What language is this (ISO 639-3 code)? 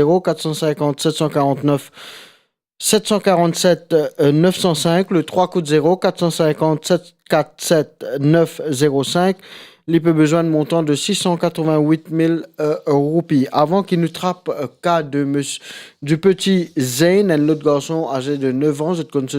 mfe